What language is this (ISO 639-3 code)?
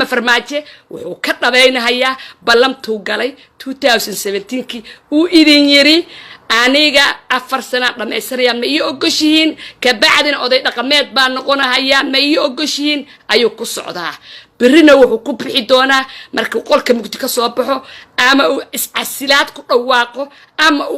som